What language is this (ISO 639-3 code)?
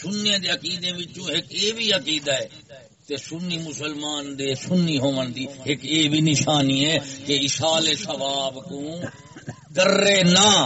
skr